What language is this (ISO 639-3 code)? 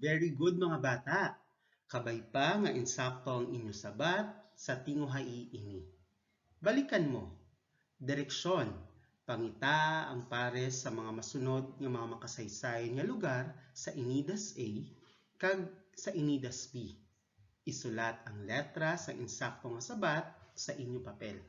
hil